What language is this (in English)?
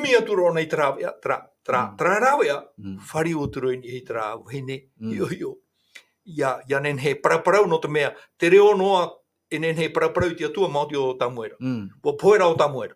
Tahitian